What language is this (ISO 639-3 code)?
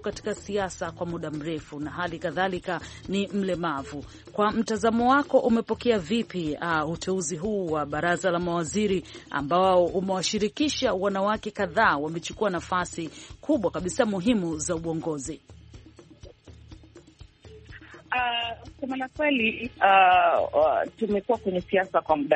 swa